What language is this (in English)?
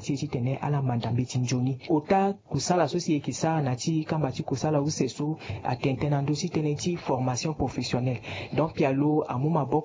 Sango